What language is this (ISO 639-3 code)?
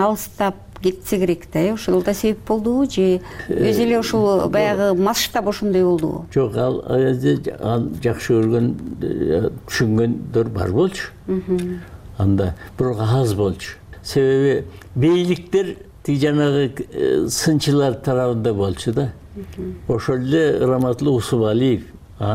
kir